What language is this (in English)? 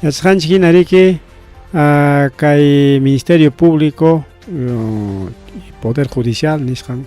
Ayacucho Quechua